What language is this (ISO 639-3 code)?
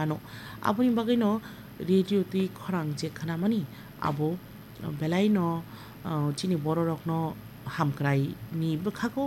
trp